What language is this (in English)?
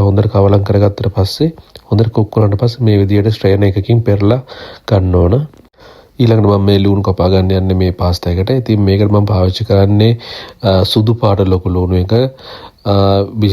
Sinhala